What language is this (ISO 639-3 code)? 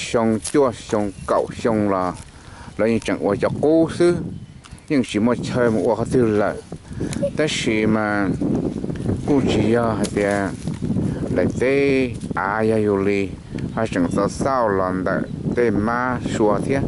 hmn